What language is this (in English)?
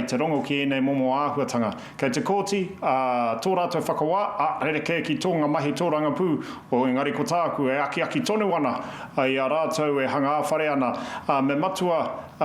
Māori